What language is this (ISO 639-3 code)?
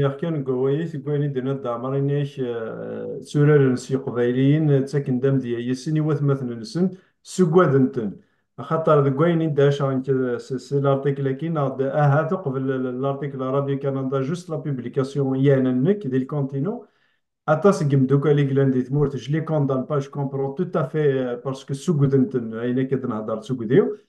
kab